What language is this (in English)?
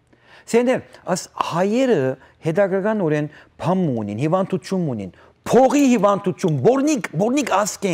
Western Armenian